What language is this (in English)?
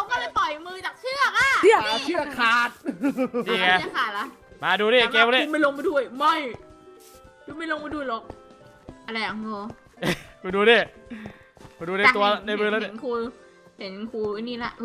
Thai